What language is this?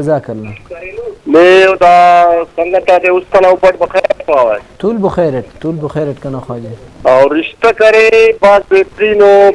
Brahui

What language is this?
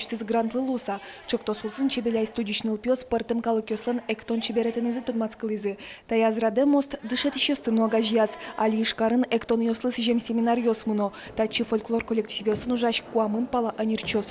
Udmurt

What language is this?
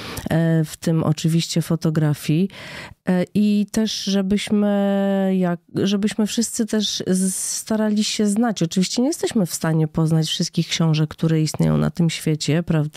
Polish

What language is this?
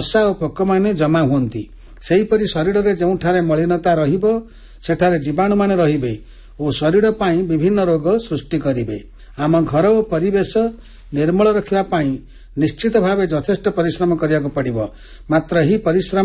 Odia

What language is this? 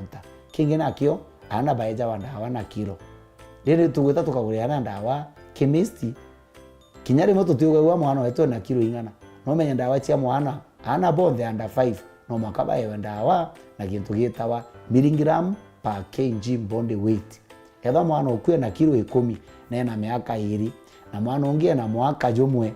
Meru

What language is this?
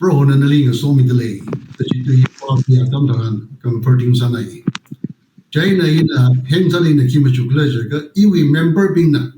Tangkhul Naga (India)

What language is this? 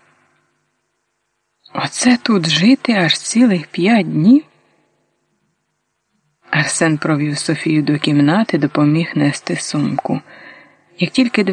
Ukrainian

